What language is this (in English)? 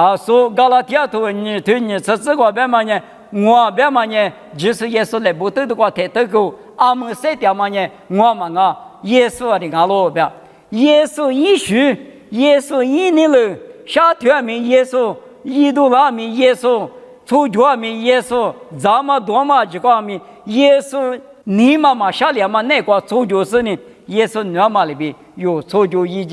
Lisu